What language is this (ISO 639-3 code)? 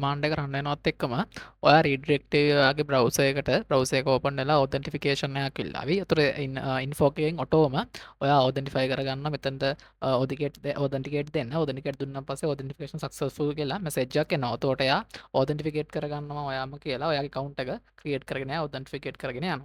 sin